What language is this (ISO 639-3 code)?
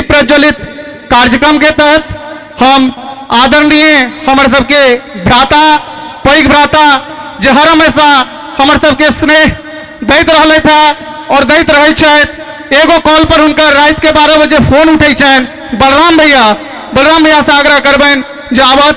mai